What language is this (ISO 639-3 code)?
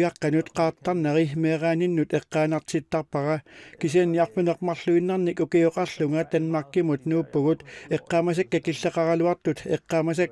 kal